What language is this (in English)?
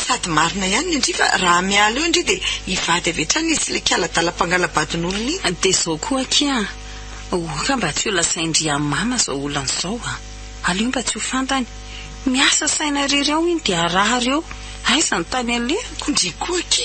Malagasy